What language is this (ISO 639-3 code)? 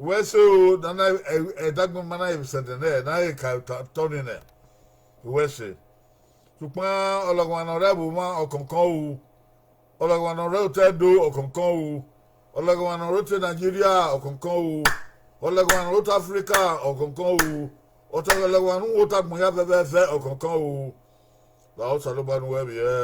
bin